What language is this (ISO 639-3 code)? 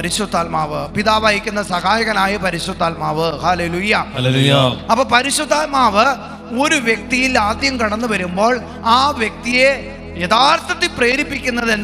mal